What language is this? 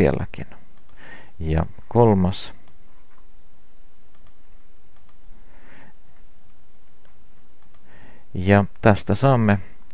Finnish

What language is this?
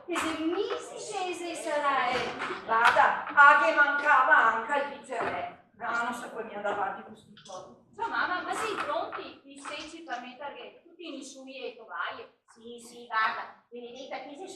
Venetian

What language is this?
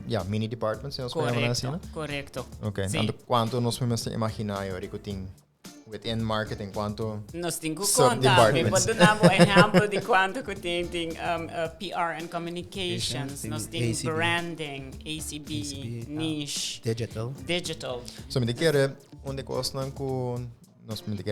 Papiamento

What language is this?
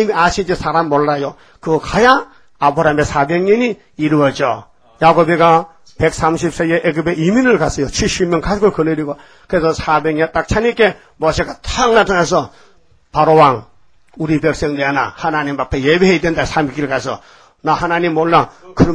Korean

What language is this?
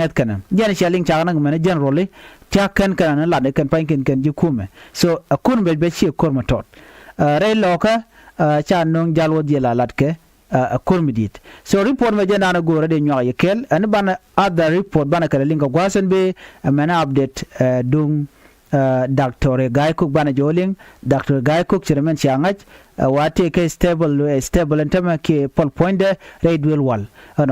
Nuer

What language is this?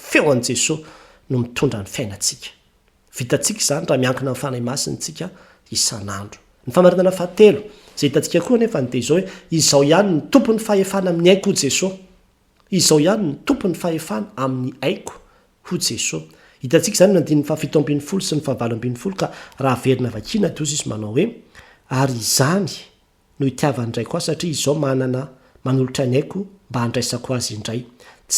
Malagasy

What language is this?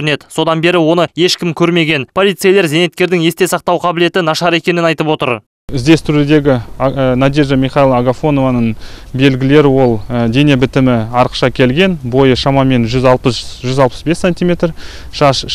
Kazakh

